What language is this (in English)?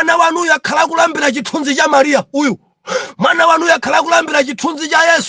Nyanja